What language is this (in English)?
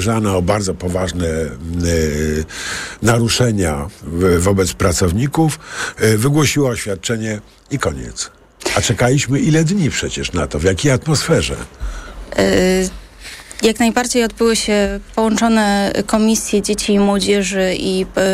Polish